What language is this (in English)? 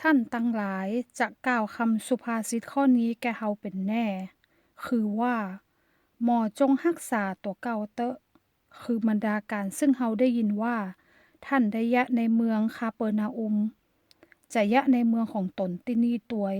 Northern Thai